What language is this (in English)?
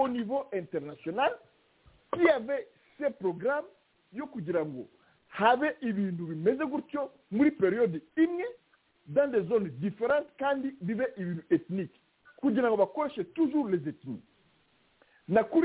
Kinyarwanda